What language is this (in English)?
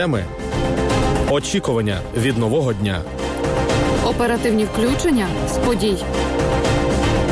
Ukrainian